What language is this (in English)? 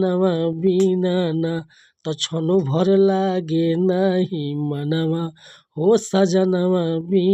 Bhojpuri